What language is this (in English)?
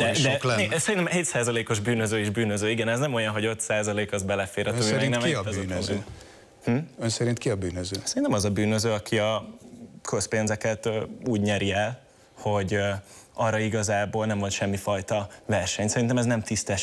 Hungarian